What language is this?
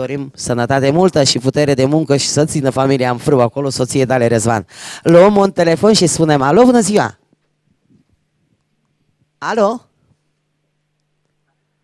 Romanian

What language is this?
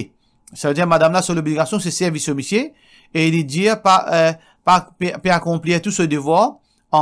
Morisyen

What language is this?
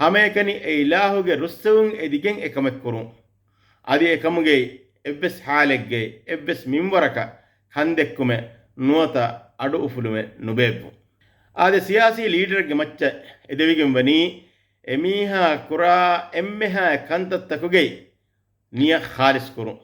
Divehi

